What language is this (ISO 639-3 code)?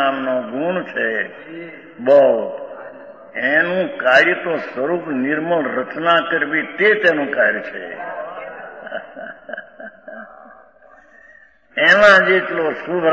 guj